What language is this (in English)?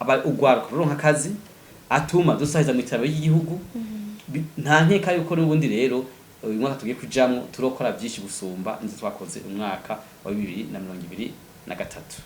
Rundi